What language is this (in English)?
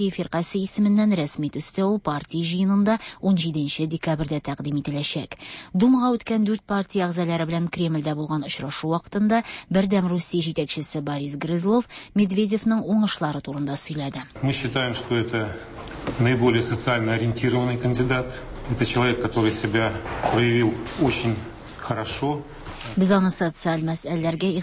Tatar